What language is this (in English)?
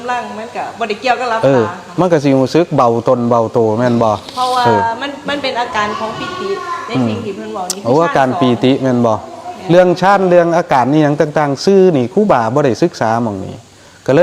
Northeastern Thai